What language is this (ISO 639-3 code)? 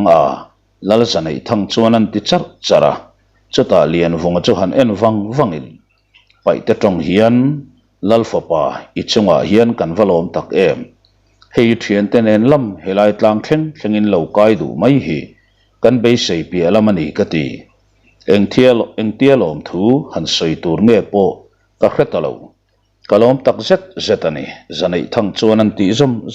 lus